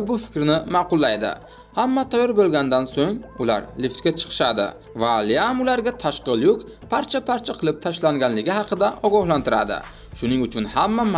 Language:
Uzbek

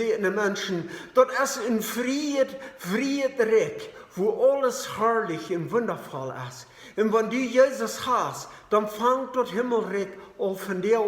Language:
Plautdietsch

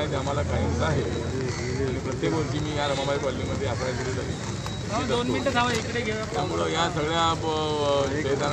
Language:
Marathi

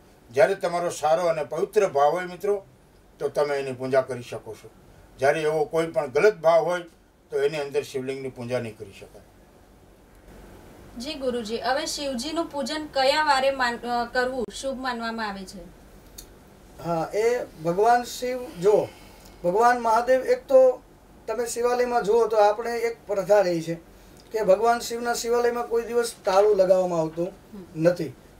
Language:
Gujarati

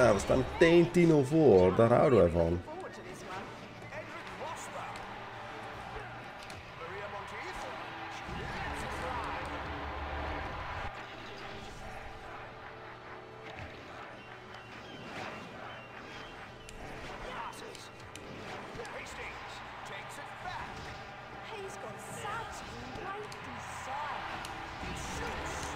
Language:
Dutch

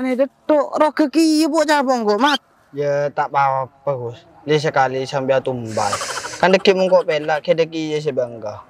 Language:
Madurese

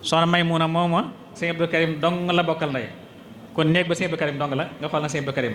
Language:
Wolof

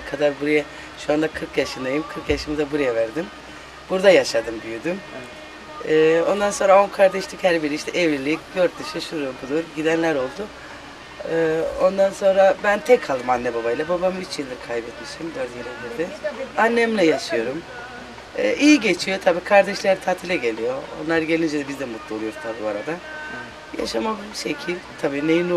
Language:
Turkish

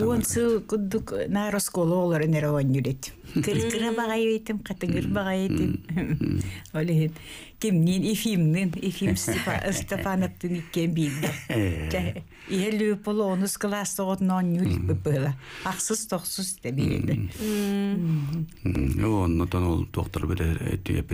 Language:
Yakut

